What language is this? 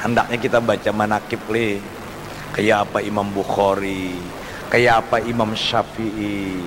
Banjar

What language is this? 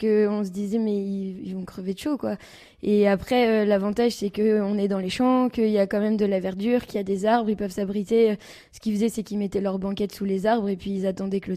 French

